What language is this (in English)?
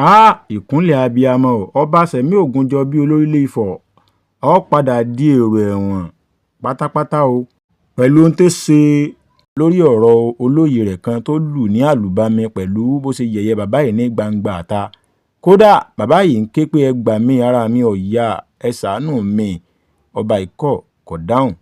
Yoruba